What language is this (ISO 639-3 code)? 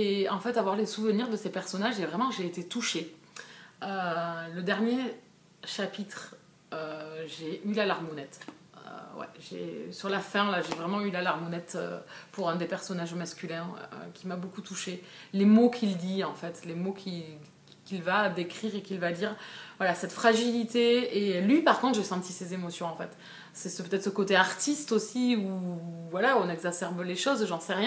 fra